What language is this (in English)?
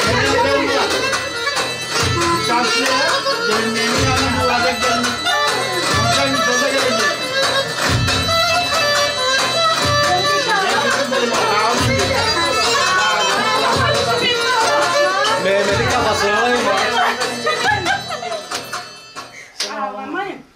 Turkish